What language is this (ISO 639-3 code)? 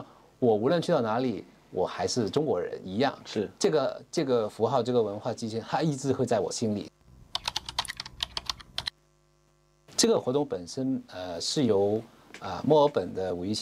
zho